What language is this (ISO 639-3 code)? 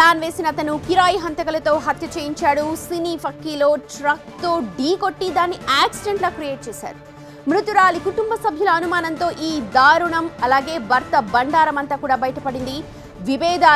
tel